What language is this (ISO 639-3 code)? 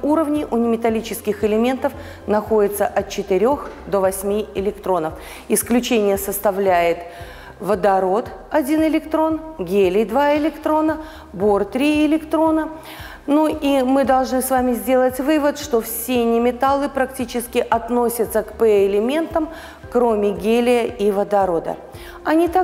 rus